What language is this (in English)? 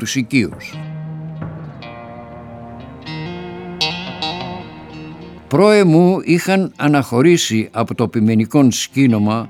Greek